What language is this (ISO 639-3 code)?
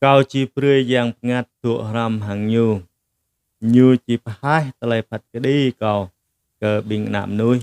jra